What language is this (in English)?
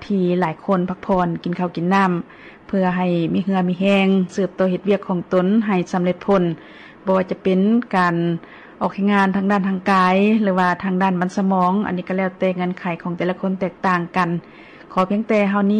Lao